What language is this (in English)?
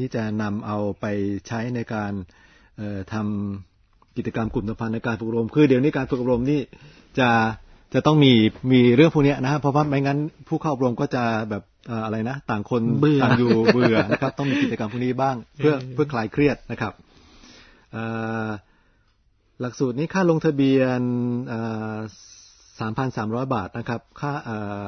Thai